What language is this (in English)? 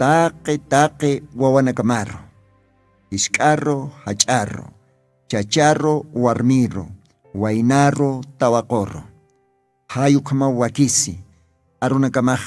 Aymara